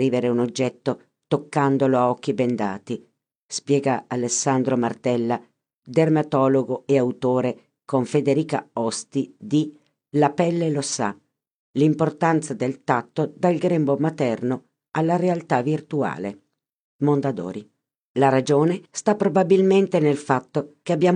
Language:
Italian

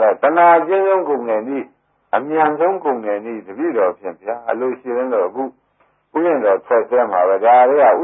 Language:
Burmese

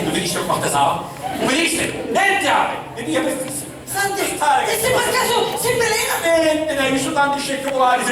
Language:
Sicilian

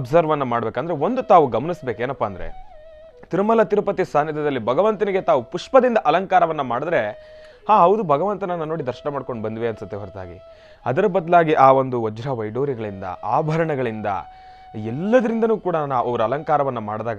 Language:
Kannada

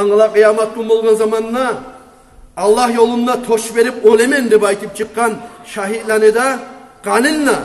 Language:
Kumyk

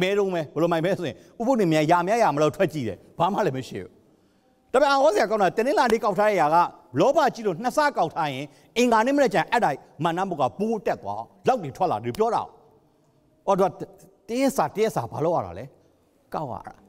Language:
Burmese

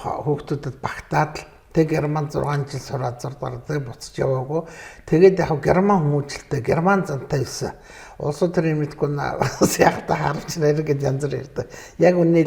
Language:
Mongolian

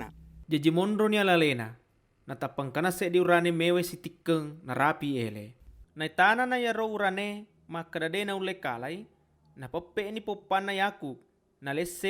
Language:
Buginese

